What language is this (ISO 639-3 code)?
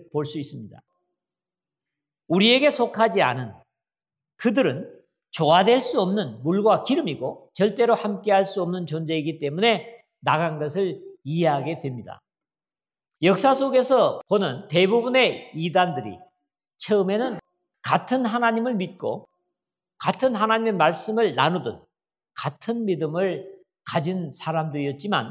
kor